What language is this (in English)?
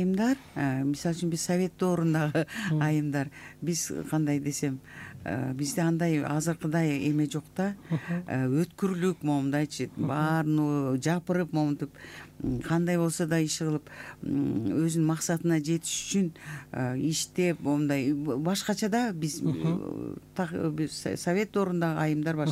Kyrgyz